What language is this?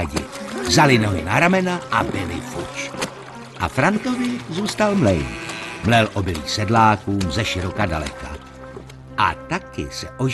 Czech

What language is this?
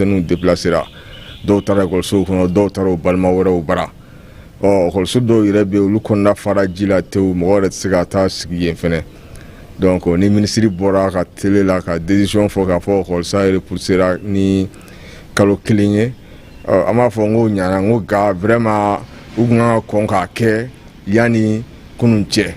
Bambara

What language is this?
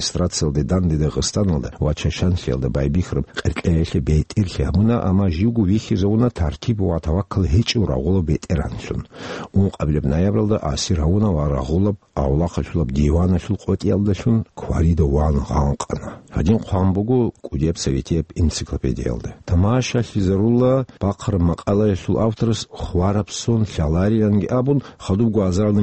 Avaric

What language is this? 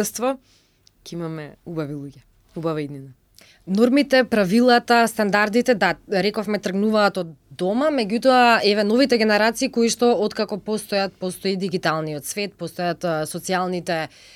Macedonian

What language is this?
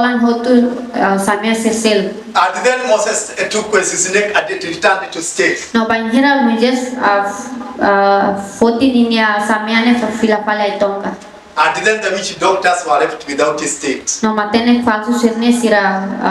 Tetum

